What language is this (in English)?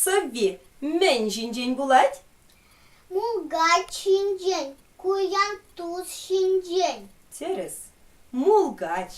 Chuvash